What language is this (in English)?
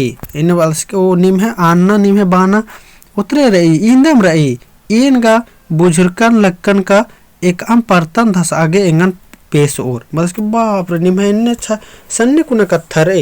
Kurukh